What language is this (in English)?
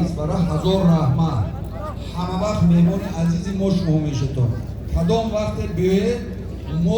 Tajik